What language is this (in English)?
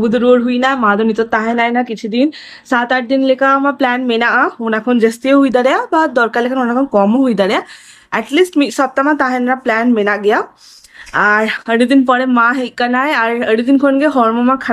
Santali